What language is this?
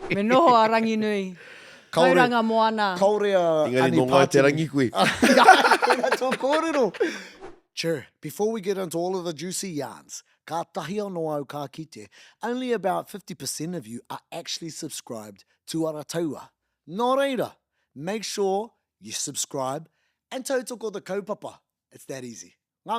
Māori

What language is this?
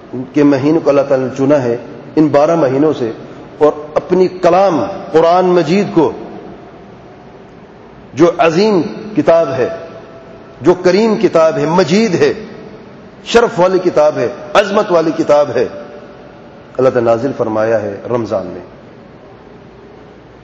Urdu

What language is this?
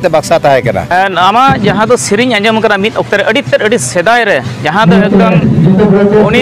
Santali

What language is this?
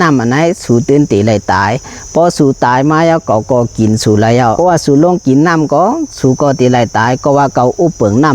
Shan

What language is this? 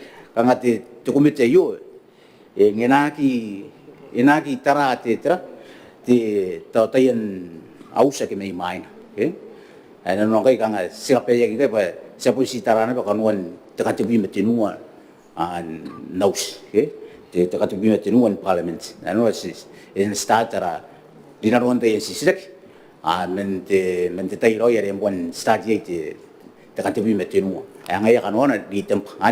Gilbertese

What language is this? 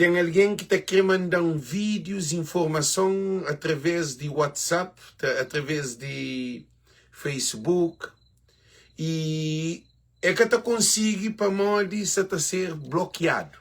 Kabuverdianu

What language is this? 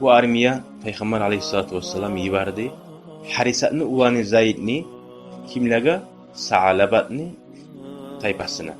Kumyk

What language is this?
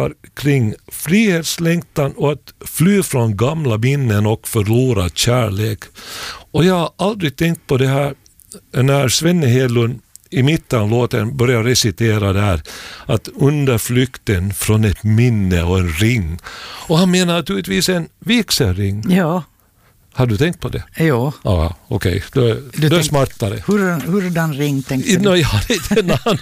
Swedish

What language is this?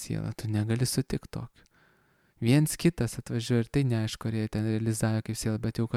Lithuanian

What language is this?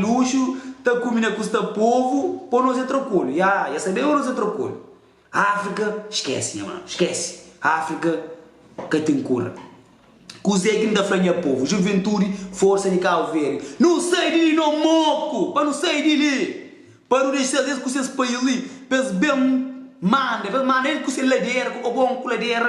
Kabuverdianu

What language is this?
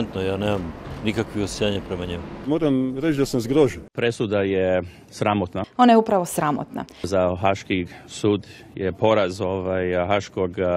Bosnian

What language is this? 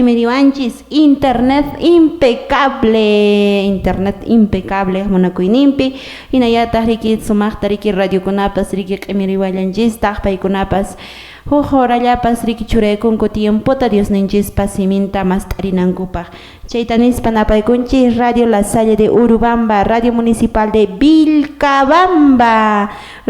Quechua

